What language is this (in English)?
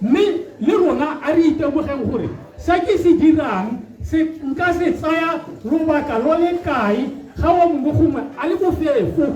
Tswana